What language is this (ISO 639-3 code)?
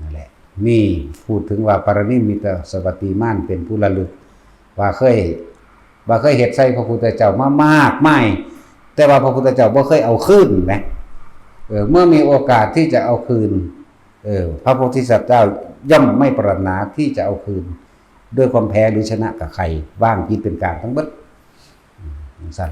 tts